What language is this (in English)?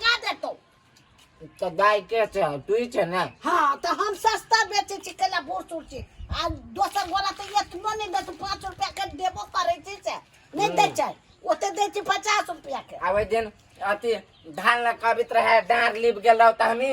Maithili